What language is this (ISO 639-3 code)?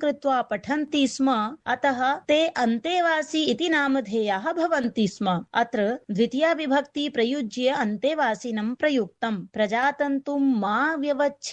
san